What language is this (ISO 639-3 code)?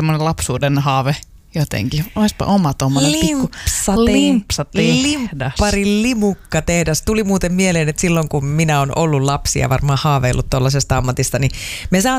fin